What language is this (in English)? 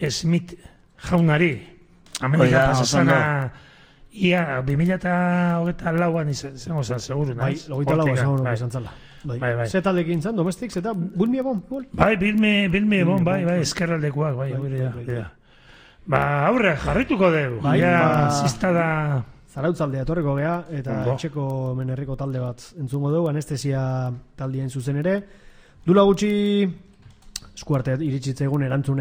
Basque